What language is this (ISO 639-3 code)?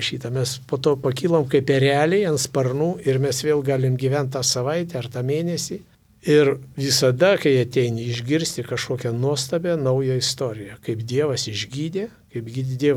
lit